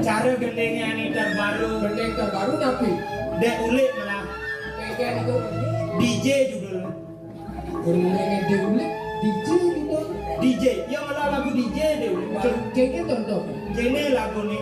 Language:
Balinese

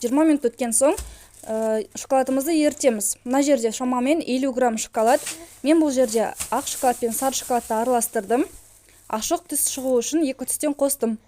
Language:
Kazakh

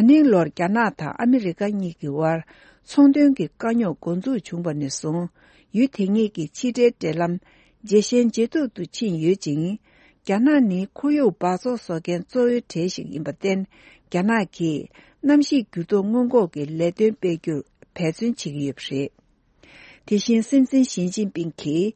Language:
Tibetan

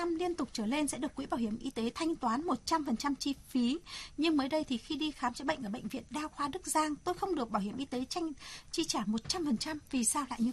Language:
Vietnamese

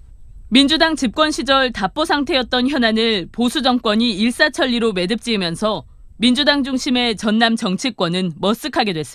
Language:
Korean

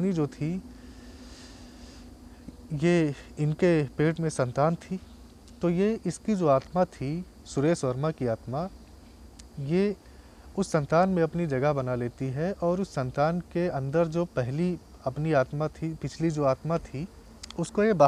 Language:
Hindi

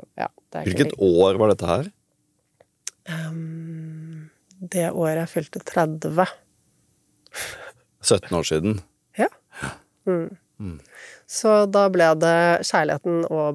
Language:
Norwegian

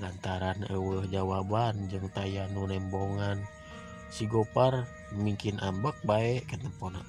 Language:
Sundanese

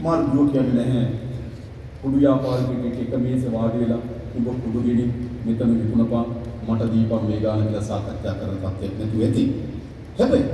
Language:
Sinhala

